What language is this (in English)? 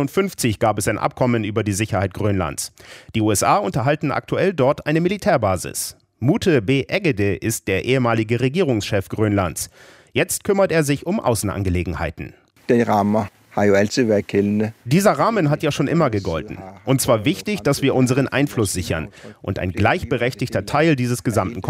German